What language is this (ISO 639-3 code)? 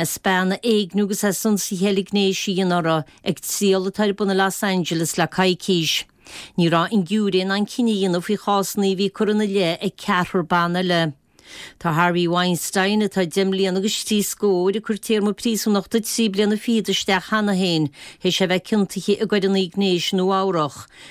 gle